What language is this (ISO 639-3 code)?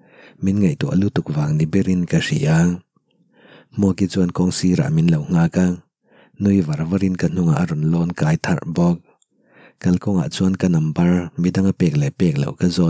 lus